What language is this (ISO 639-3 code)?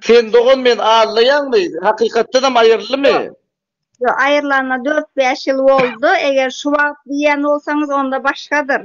tuk